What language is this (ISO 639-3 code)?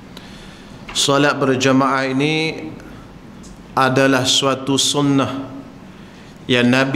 msa